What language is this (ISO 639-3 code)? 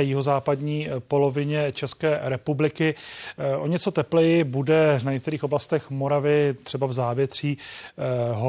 ces